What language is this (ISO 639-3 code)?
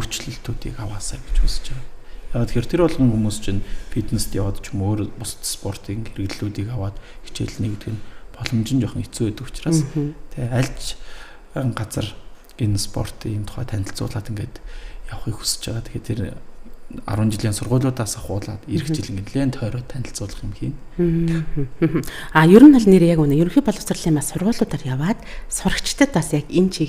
mon